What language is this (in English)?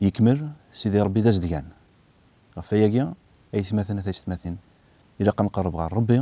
Kabyle